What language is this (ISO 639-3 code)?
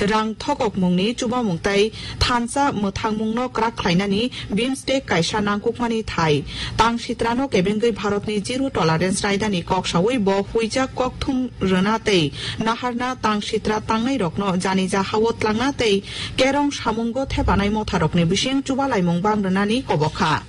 trp